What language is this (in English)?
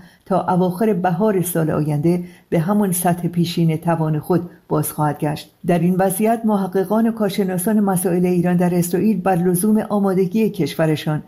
Persian